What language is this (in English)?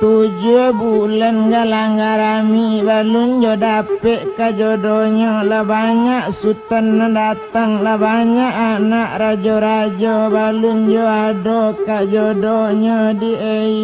Minangkabau